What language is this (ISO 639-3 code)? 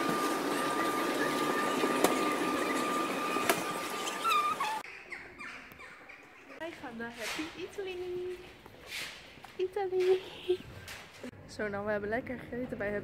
nld